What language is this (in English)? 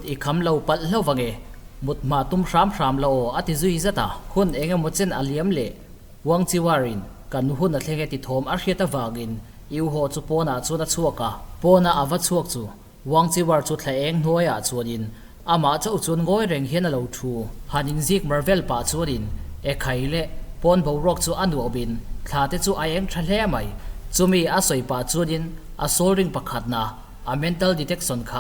Mizo